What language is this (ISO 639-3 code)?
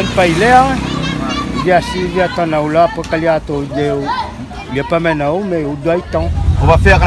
rcf